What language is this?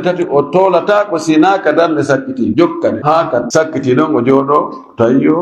Fula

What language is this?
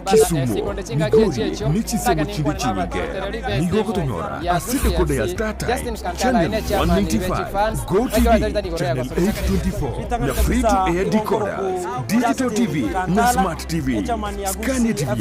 Gusii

